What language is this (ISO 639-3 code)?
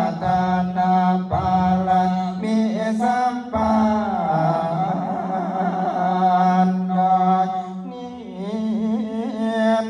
pli